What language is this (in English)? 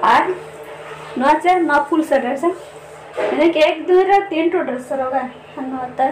Santali